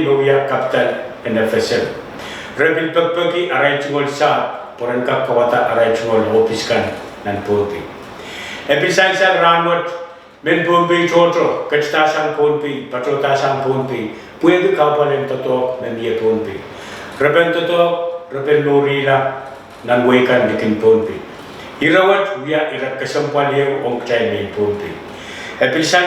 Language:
Pohnpeian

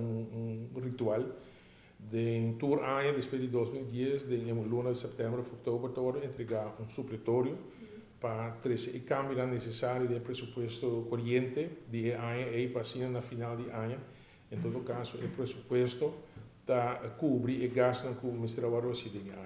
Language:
Papiamento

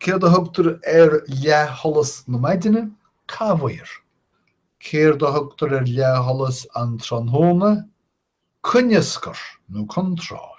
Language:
Irish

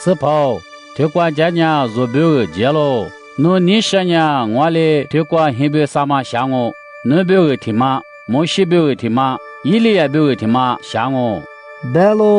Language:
Lisu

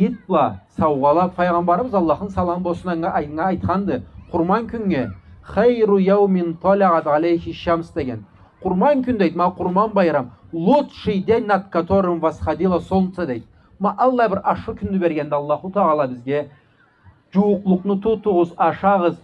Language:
Karachay-Balkar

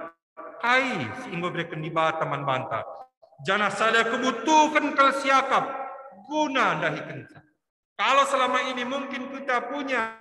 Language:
Batak Karo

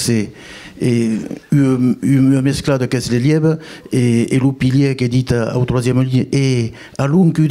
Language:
Occitan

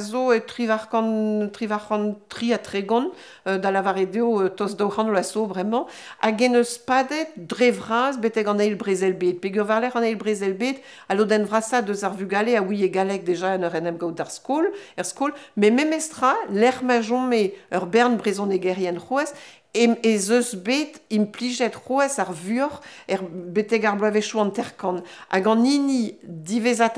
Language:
Breton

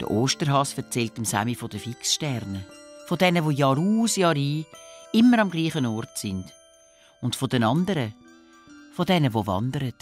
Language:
Swiss German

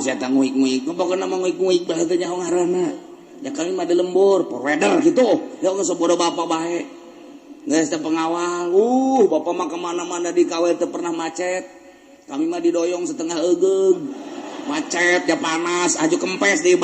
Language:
Sundanese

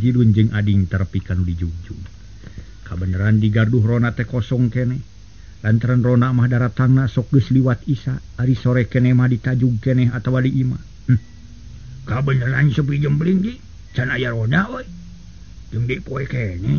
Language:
Sundanese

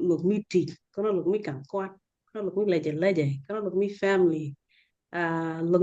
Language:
Acoli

